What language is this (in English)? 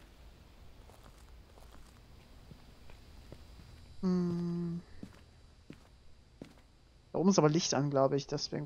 German